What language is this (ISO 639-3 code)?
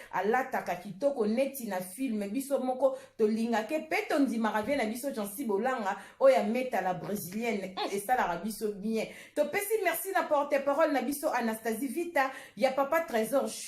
lin